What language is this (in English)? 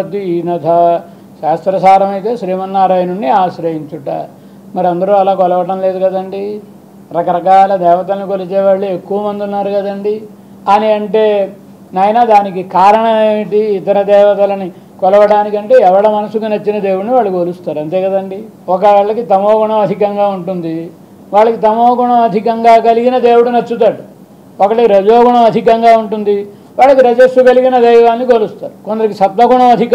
Telugu